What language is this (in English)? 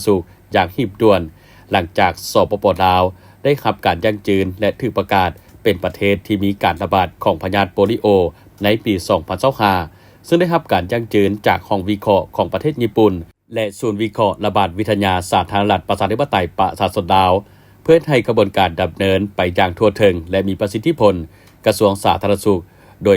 Lao